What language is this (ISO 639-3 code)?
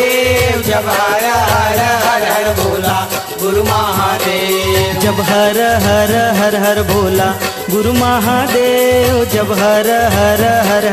hne